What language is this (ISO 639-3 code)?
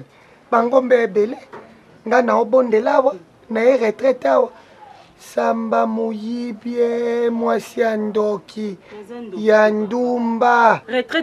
lin